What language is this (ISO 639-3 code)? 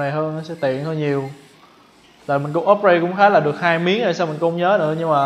vie